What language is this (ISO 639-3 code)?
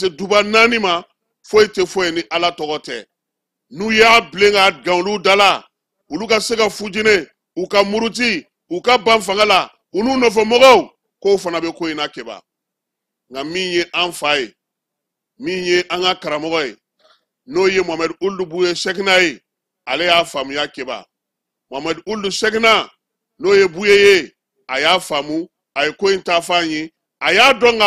bam